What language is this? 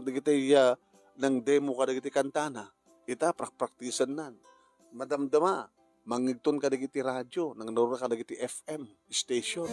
Iloko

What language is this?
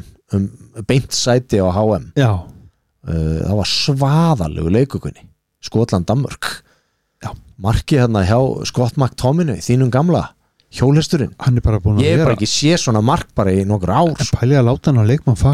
Icelandic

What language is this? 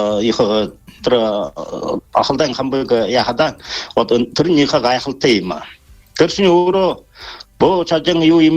Buriat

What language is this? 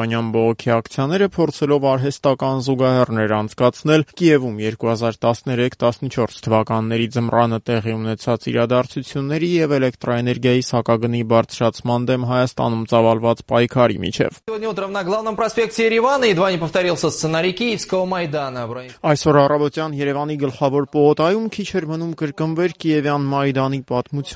Armenian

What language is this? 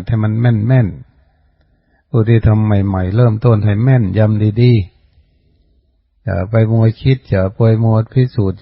Northeastern Thai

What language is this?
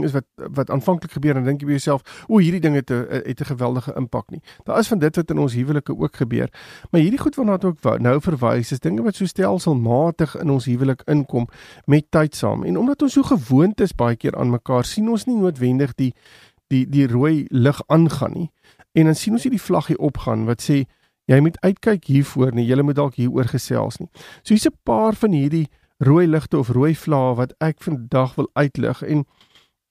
Afrikaans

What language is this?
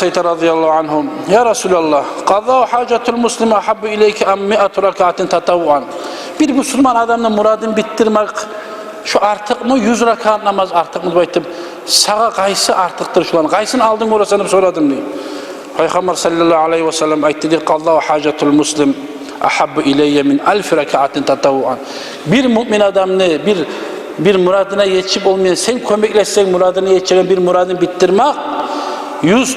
Kumyk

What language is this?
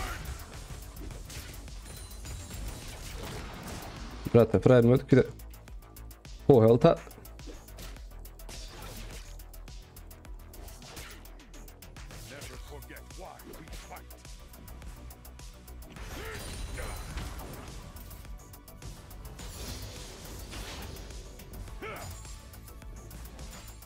Croatian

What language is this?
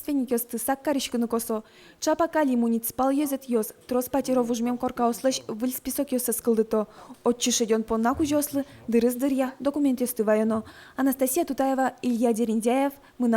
Udmurt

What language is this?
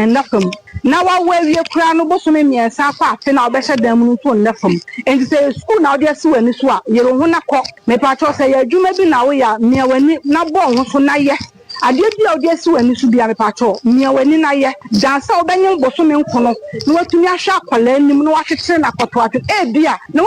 Akan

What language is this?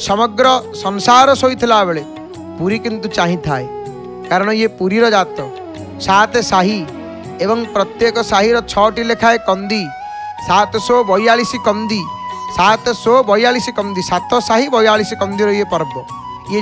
Odia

